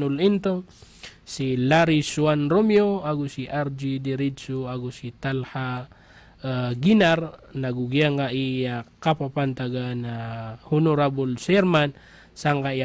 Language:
Maranao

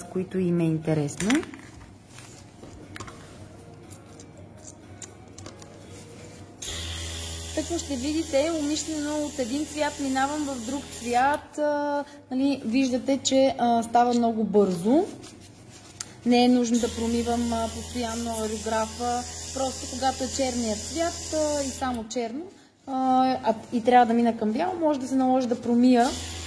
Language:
Bulgarian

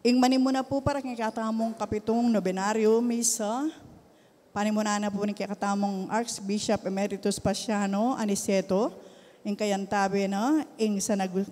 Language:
Pampanga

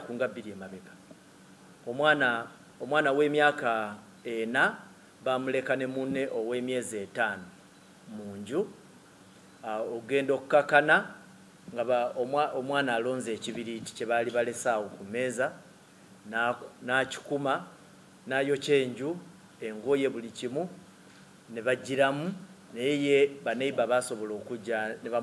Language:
Ganda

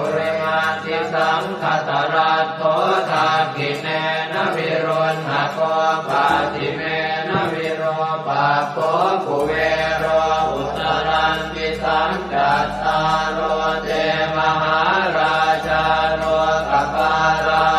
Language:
Pali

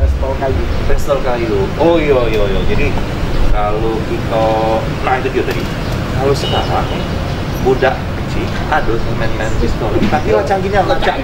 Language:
Musi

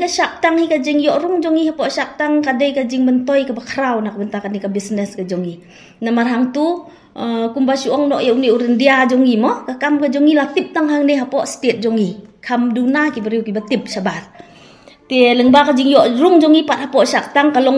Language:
Khasi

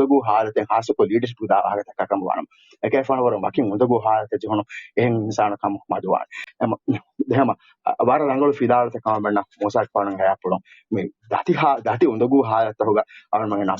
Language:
Divehi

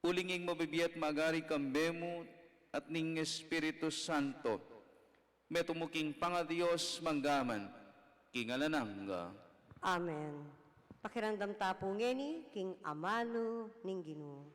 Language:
Pampanga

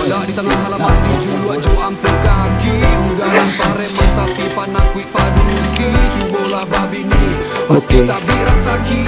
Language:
Minangkabau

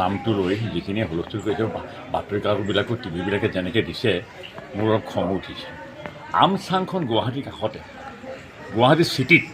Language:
Assamese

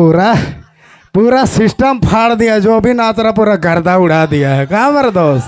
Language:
Sadri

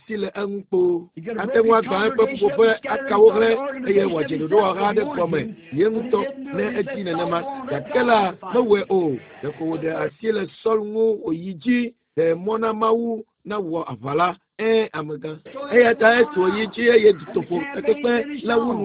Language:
Ewe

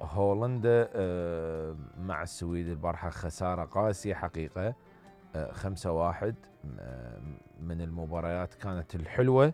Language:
Mesopotamian Arabic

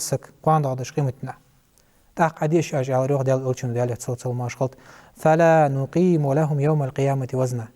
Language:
Ingush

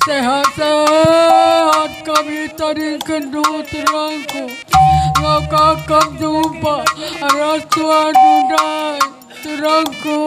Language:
Batak Karo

